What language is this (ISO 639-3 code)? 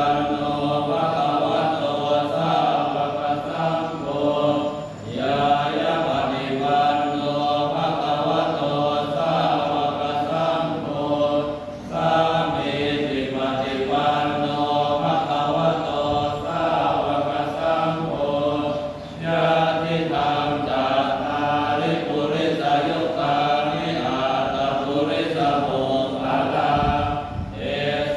pli